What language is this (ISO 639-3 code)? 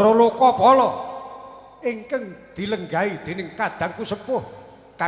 jav